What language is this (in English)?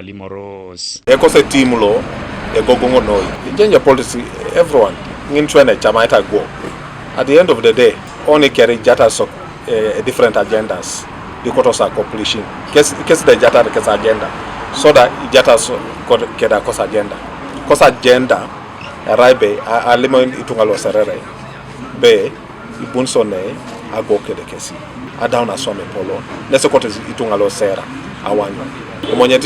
Teso